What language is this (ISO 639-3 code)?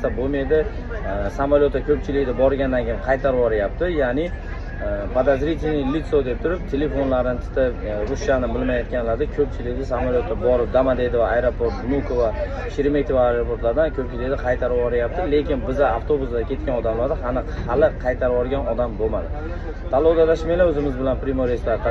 uzb